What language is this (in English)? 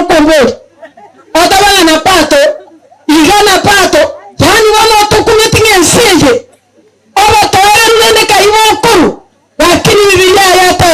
Gusii